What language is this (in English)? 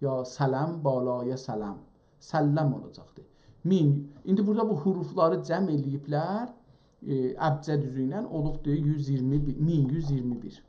South Azerbaijani